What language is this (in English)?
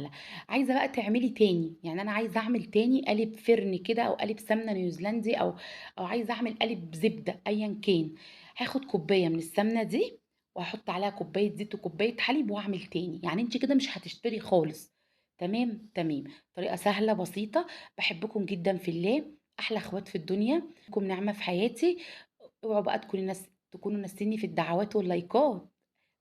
Egyptian Arabic